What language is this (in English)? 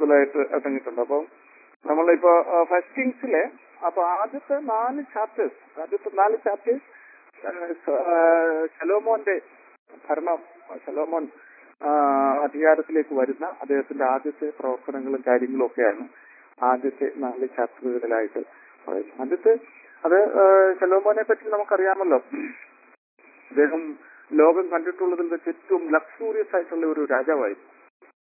Malayalam